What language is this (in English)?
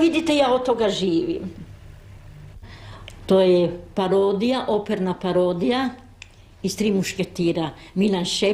Croatian